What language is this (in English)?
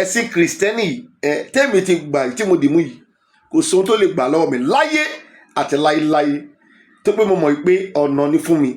Yoruba